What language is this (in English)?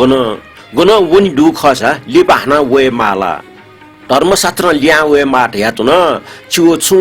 Newari